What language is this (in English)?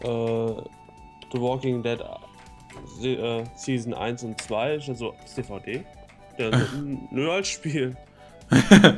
Swiss German